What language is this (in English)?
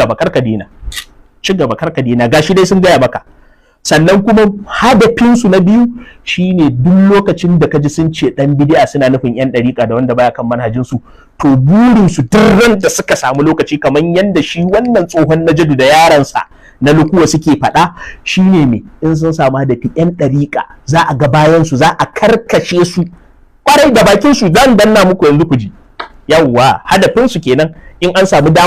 Hausa